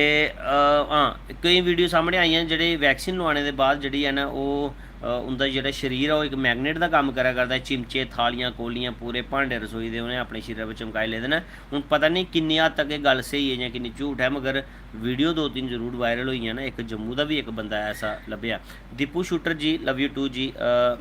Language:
Dogri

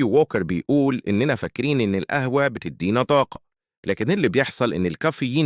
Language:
Egyptian Arabic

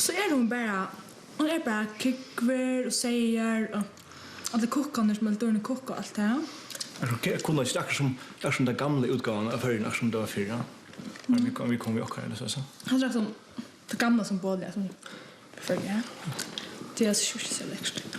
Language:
Faroese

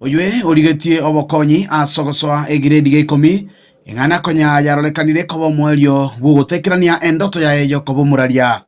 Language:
Gusii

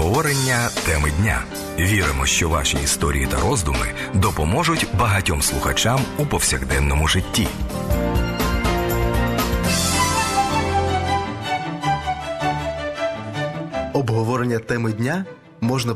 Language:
Ukrainian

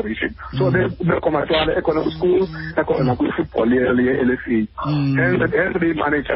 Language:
Xhosa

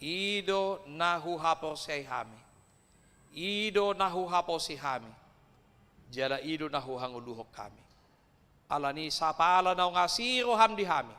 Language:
Batak Toba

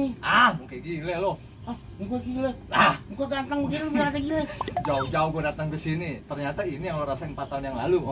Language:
Betawi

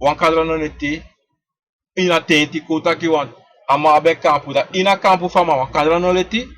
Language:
Sranan Tongo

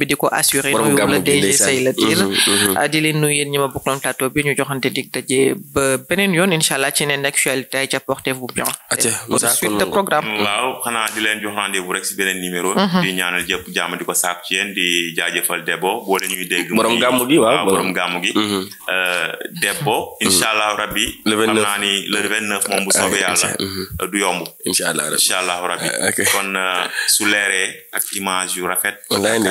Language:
Wolof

